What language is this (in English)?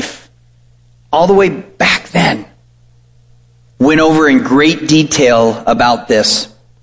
English